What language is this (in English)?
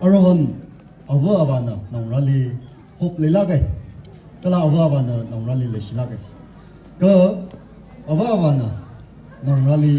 Tangkhul Naga (India)